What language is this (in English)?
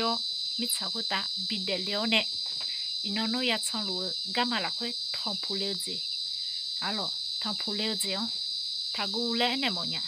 Akha